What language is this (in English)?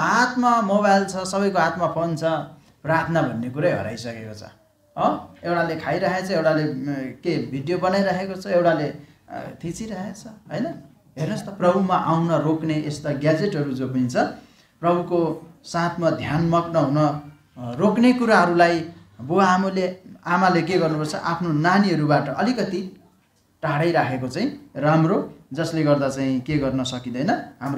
Nepali